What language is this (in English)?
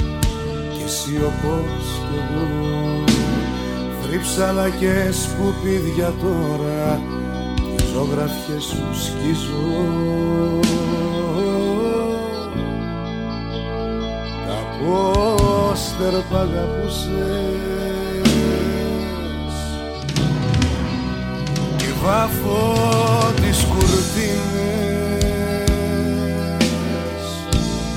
Greek